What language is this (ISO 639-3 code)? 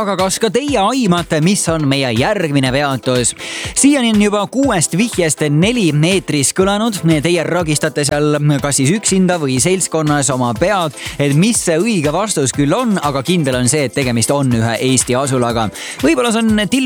est